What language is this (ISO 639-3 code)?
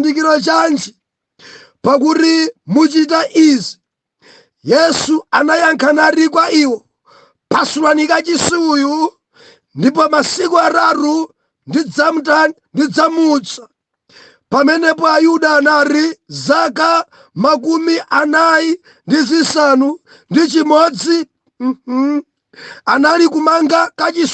nya